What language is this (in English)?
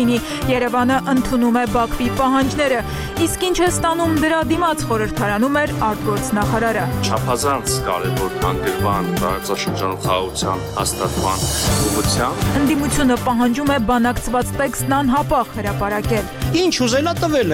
Armenian